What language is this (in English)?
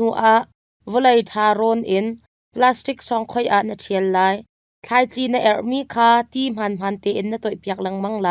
Hakha Chin